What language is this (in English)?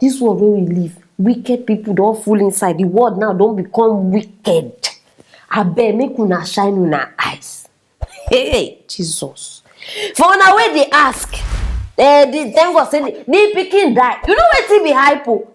Nigerian Pidgin